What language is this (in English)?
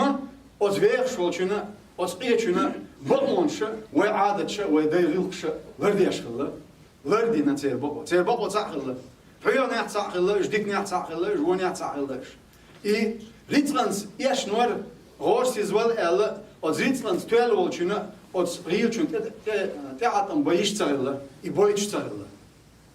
Chechen